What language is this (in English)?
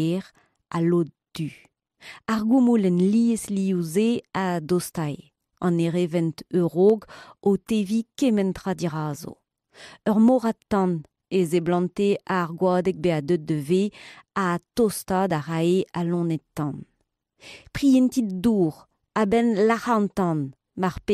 Breton